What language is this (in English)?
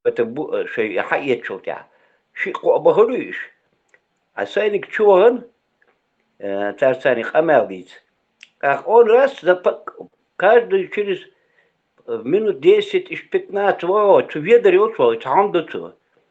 Chechen